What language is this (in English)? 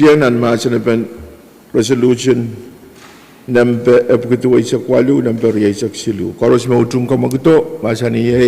Pohnpeian